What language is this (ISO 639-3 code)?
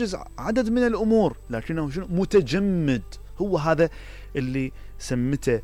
acm